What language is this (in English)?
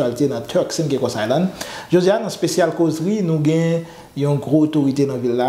Haitian Creole